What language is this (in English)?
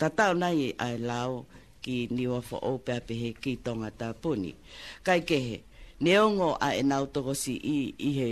Tongan